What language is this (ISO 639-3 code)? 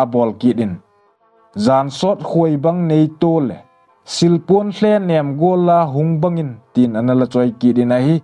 tcz